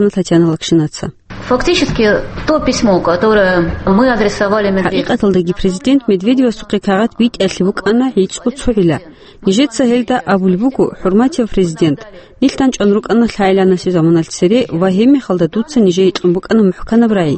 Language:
Avaric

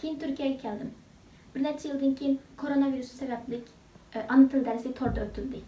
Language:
Uyghur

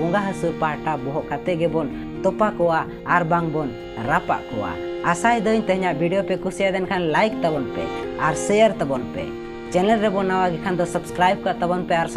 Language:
Santali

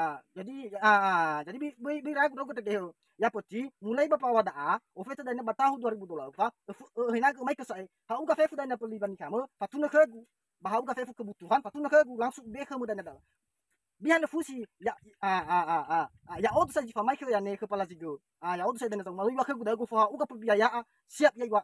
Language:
Nias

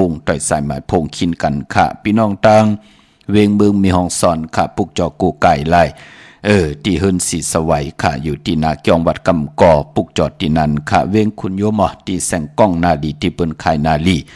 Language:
Shan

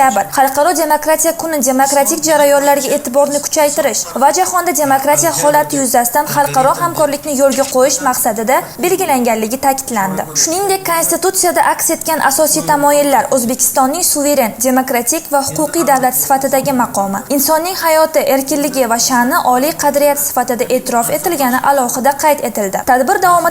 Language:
Uzbek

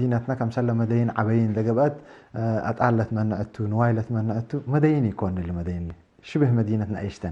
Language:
Tigre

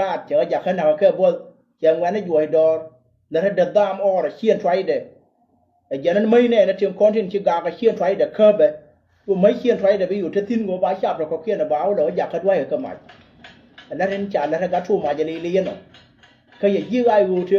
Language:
Nuer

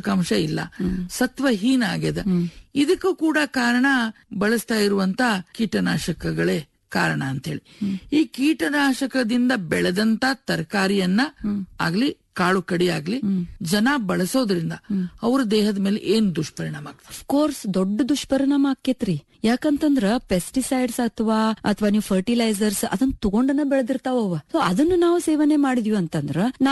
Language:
Kannada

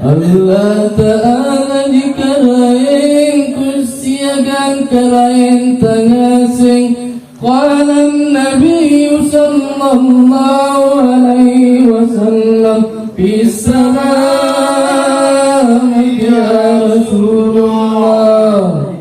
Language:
Makasar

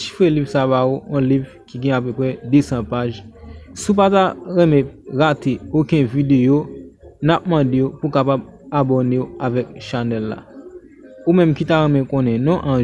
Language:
Haitian Creole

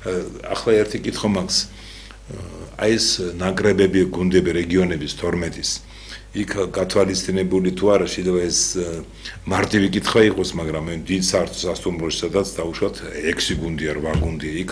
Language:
Georgian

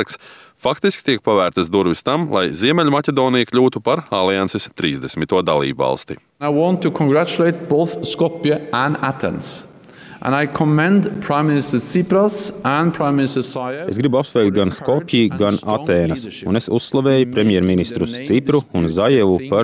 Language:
Latvian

